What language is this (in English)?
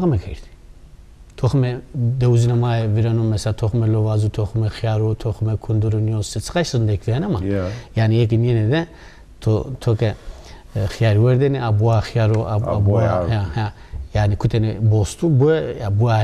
Zaza